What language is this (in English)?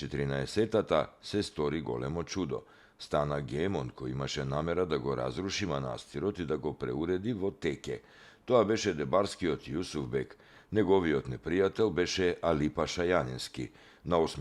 Macedonian